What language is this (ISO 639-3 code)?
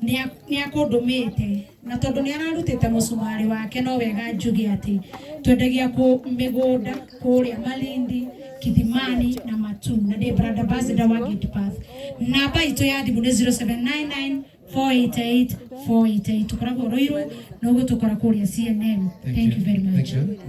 kik